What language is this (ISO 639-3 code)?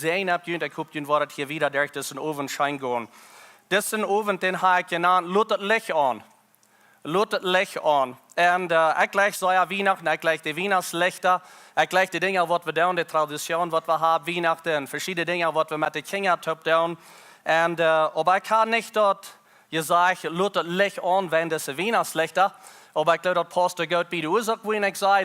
pdt